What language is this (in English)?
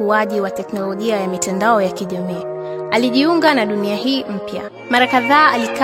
Swahili